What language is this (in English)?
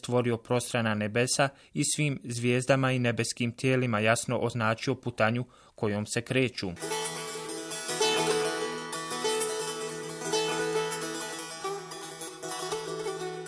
Bosnian